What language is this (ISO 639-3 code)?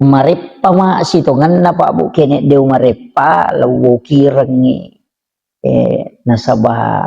bug